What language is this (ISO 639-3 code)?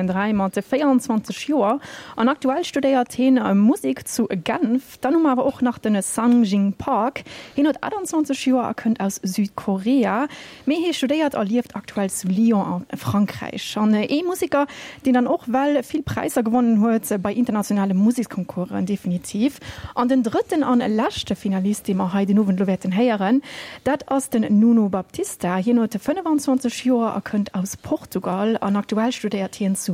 ltz